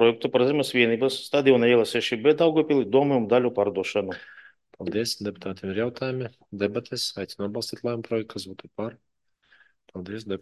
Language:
Latvian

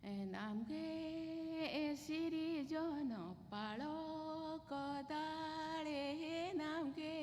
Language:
Santali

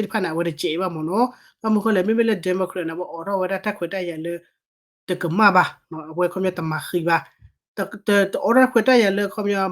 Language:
S'gaw Karen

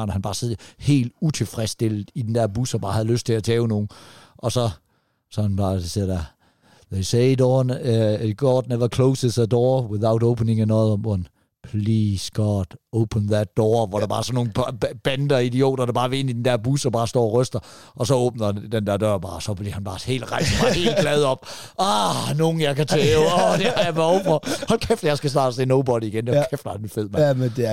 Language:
Danish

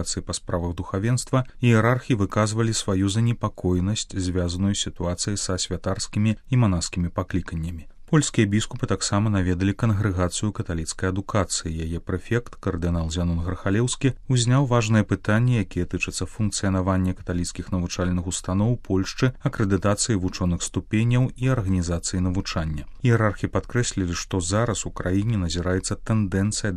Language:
Belarusian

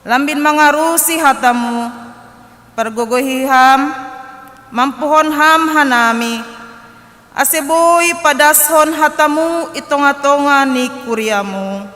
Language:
Batak Simalungun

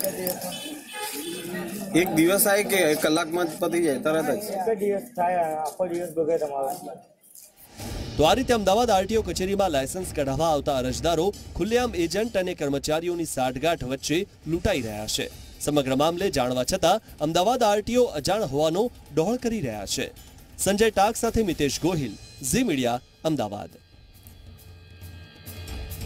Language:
Gujarati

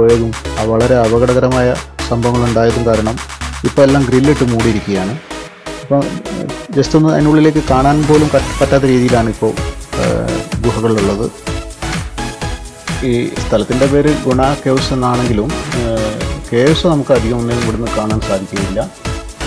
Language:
Malayalam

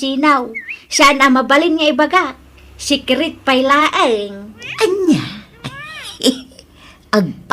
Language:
Iloko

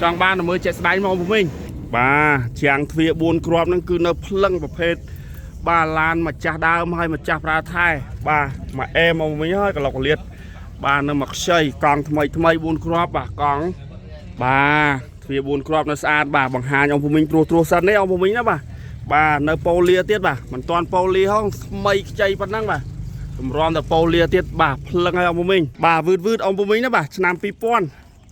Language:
Khmer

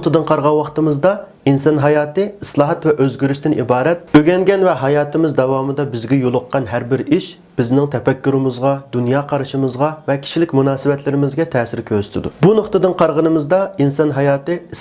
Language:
Uyghur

